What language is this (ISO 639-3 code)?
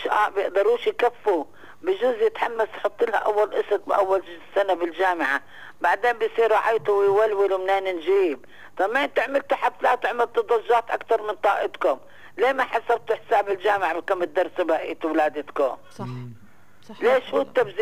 apc